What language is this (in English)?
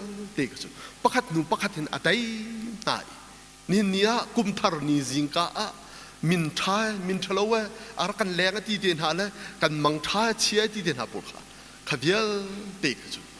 Hakha Chin